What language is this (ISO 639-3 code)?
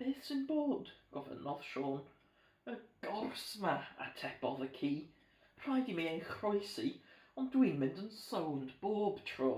cym